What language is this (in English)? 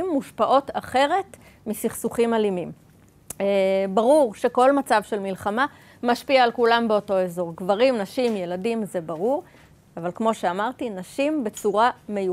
Hebrew